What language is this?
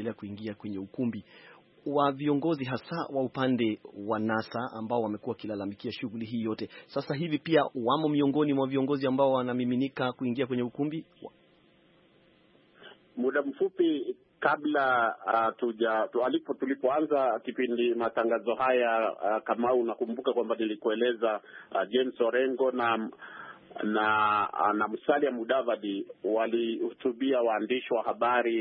Swahili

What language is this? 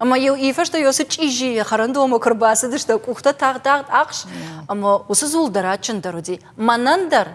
Ossetic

